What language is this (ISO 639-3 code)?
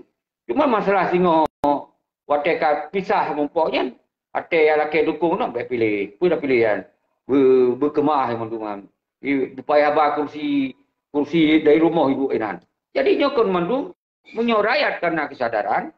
ace